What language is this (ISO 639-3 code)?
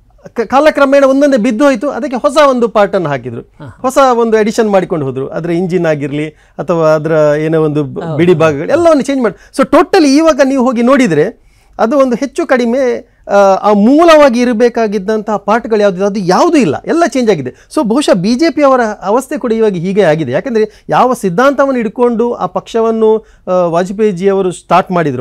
kan